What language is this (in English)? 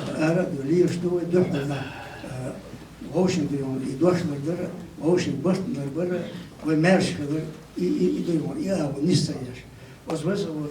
Chechen